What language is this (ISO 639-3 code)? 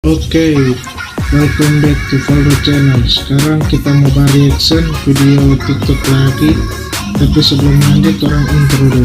xmm